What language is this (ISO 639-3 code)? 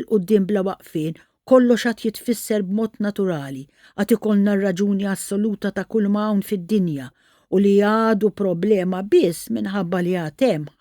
mlt